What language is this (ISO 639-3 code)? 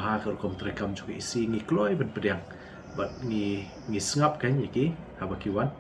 kha